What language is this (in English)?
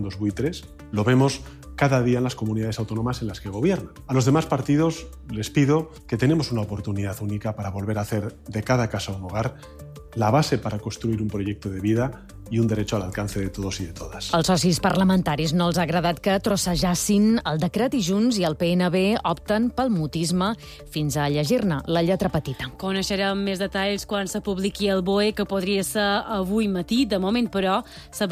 Catalan